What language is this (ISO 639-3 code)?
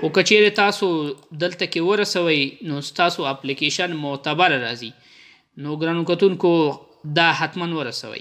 pus